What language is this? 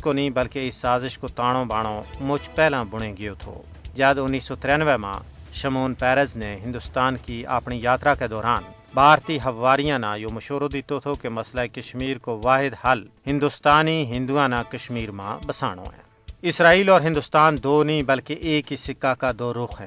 Gujari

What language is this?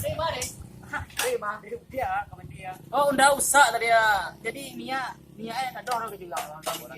Minangkabau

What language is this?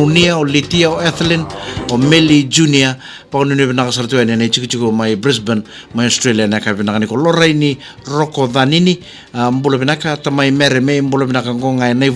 Fijian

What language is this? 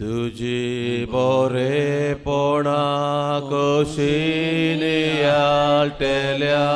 Konkani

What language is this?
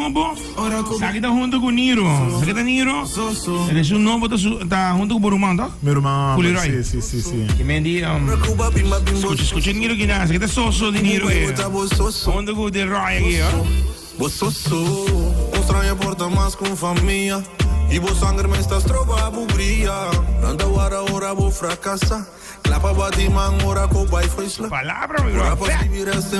Papiamento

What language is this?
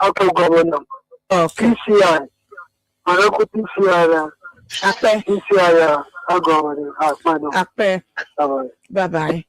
Ewe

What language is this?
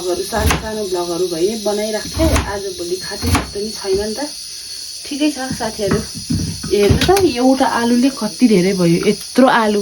Nepali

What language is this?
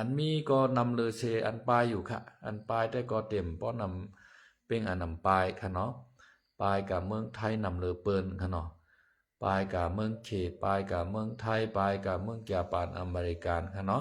Shan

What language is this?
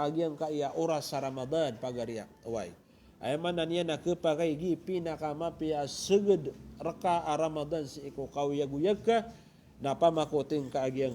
Maranao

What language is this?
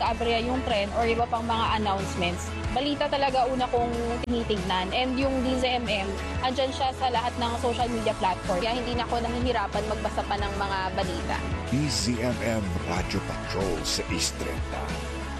Filipino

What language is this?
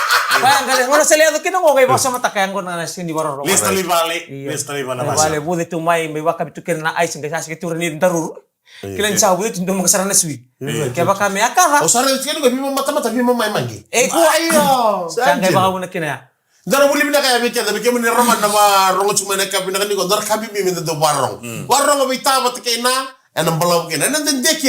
Fijian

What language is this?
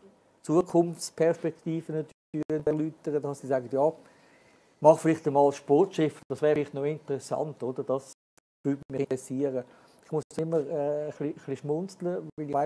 German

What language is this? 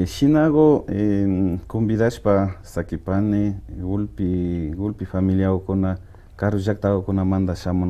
Imbabura Highland Quichua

